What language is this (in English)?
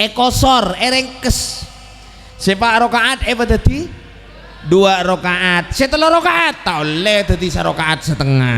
Madurese